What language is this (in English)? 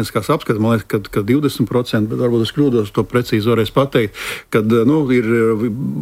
Latvian